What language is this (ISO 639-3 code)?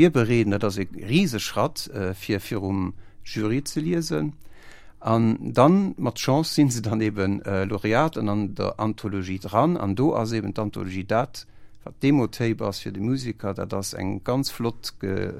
ltz